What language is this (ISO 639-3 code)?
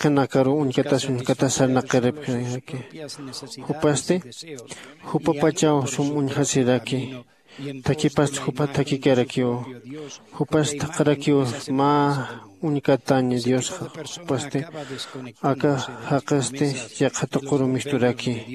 aym